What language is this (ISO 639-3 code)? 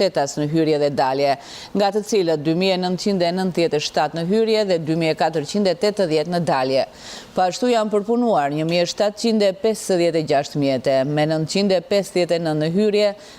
sqi